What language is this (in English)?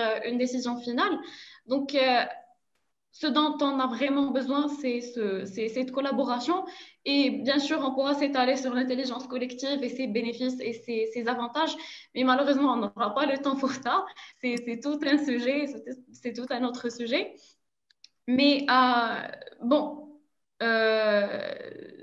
French